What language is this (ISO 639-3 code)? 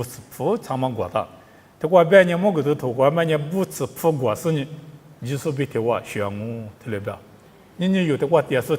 lis